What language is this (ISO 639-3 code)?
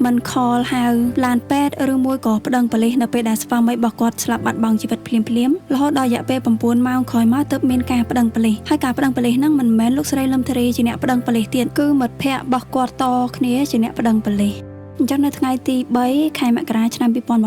khm